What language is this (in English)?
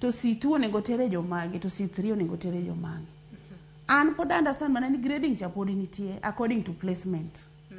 Luo (Kenya and Tanzania)